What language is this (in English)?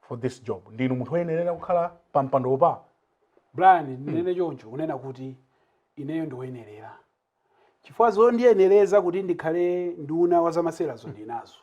Nyanja